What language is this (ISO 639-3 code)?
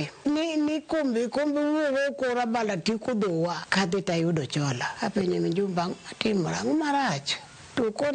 luo